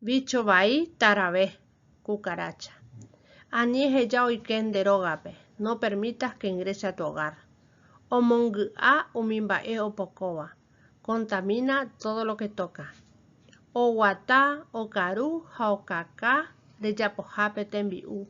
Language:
Guarani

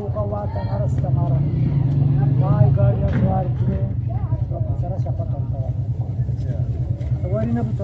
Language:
Eastern Balochi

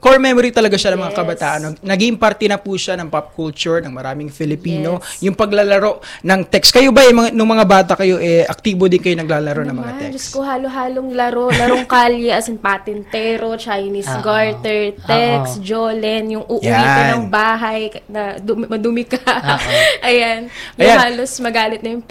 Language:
Filipino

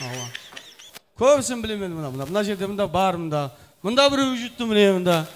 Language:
Kara-Kalpak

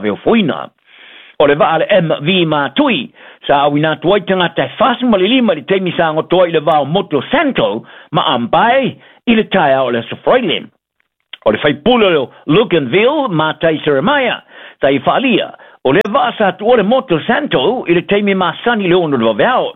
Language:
Samoan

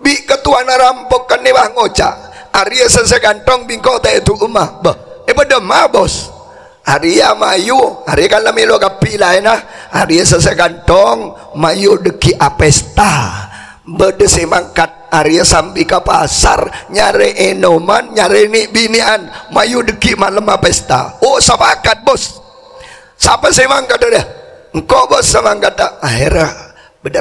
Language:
Madurese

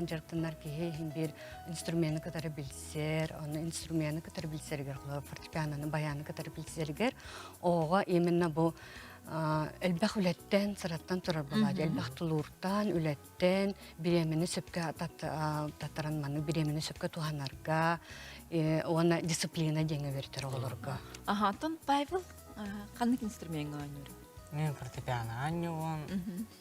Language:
Yakut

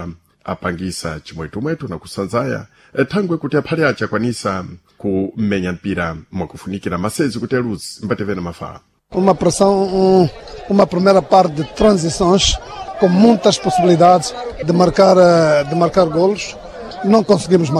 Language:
Sena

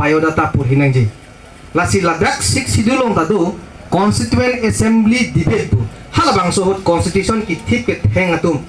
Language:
Karbi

